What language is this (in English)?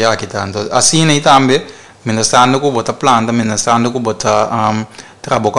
Papiamento